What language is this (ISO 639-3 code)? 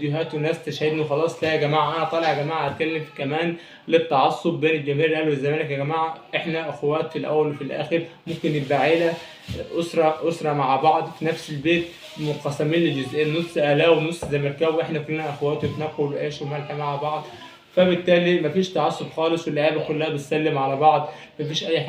arz